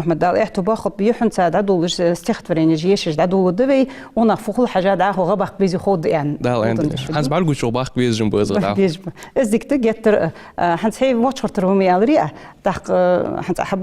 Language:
Ingush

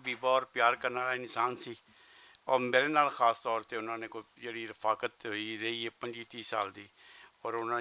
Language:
Western Panjabi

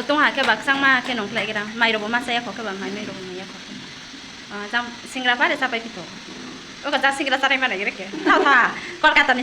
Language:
Riang (India)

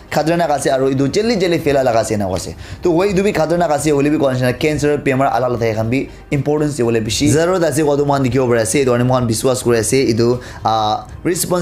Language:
Naga Pidgin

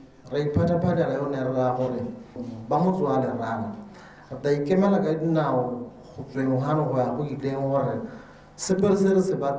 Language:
Tswana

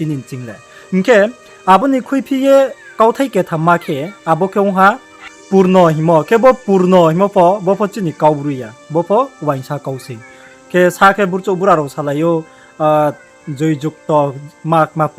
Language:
Riang (India)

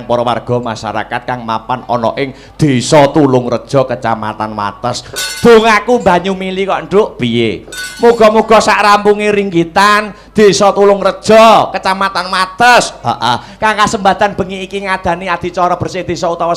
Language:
Javanese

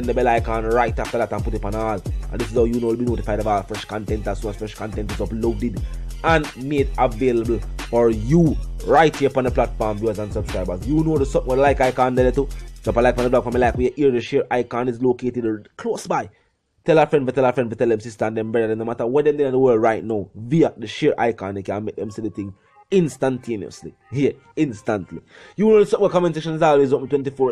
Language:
Jamaican Creole English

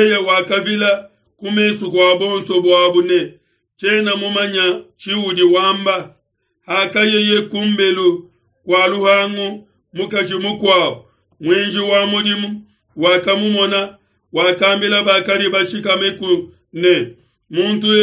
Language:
Luba-Lulua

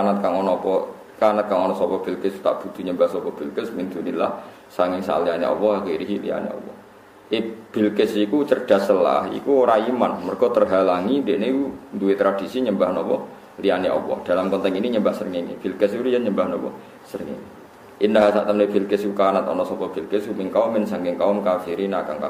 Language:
Javanese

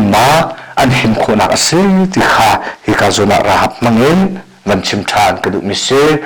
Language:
Hakha Chin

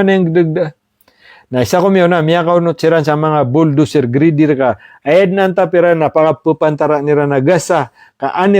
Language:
Maranao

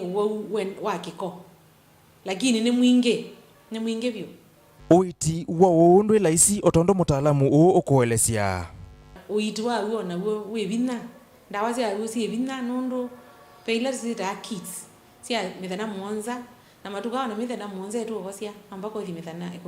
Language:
Kamba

